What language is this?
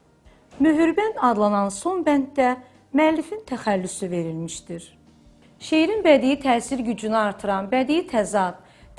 Azerbaijani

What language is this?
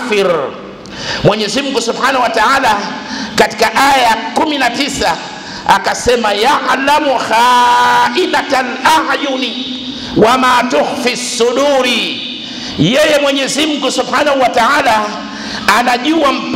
Swahili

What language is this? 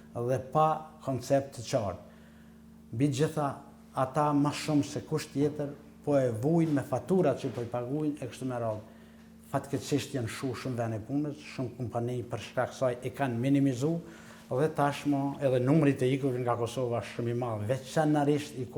Albanian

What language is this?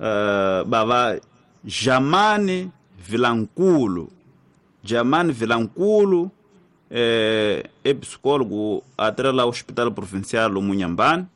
Tsonga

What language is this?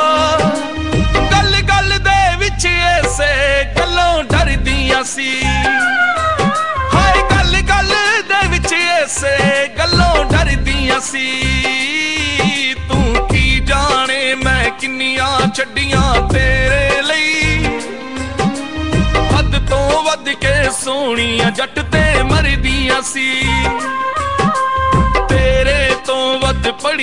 Punjabi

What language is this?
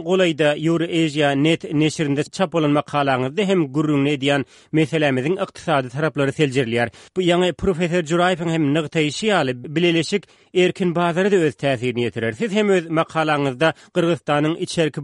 Turkmen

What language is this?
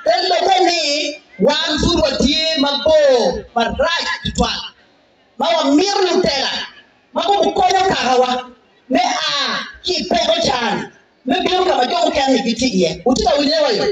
Acoli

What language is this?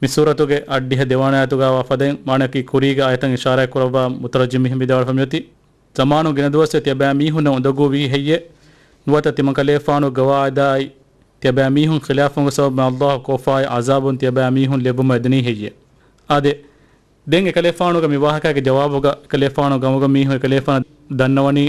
Divehi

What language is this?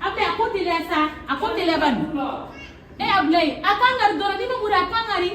Bambara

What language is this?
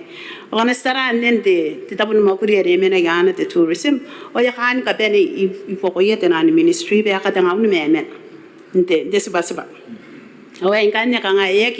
Gilbertese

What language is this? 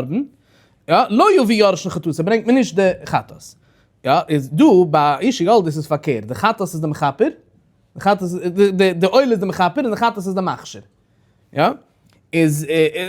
Yiddish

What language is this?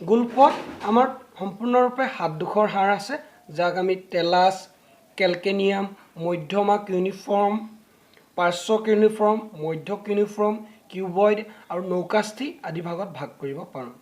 Assamese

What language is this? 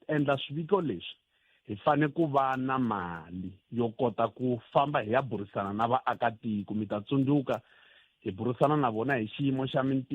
Tsonga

